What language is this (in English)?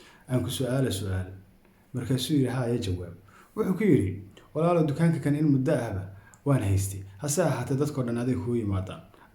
Somali